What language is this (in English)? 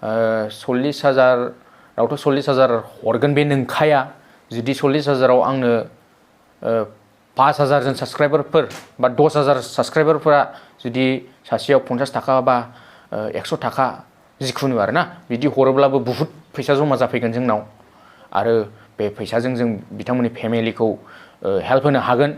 Bodo